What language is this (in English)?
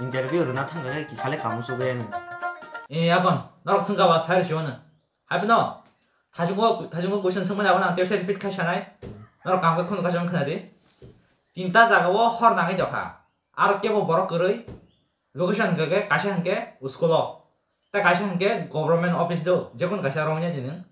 Kok Borok